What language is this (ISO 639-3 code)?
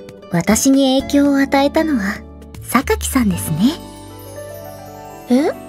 jpn